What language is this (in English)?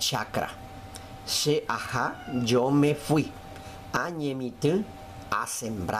Guarani